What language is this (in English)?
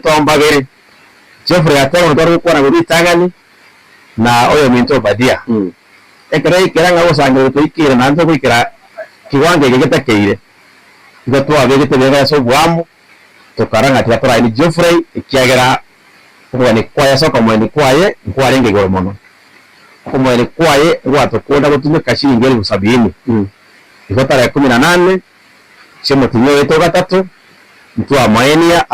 Gusii